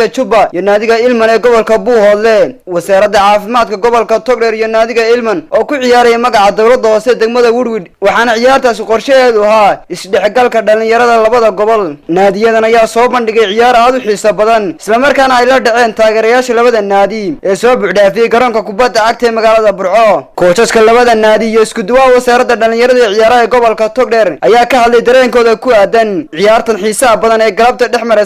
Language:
Somali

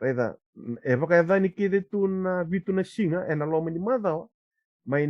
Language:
Fijian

